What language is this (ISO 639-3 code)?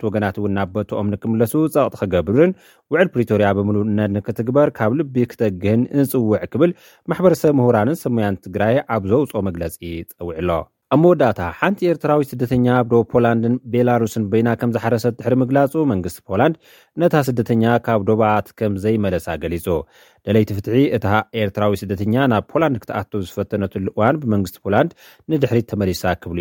tir